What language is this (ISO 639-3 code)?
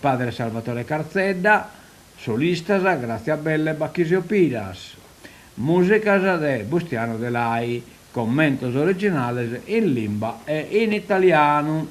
srd